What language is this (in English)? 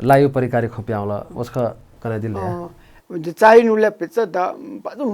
Newari